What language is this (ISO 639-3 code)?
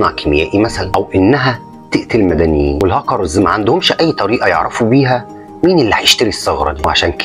arz